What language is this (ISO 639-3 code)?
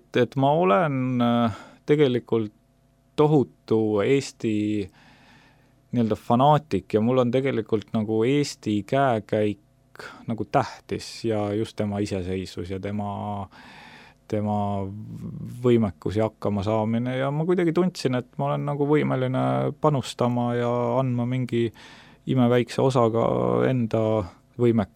est